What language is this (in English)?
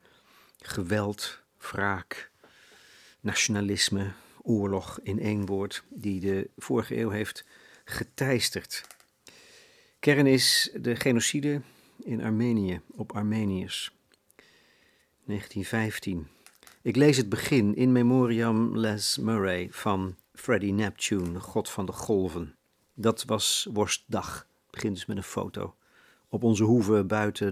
Dutch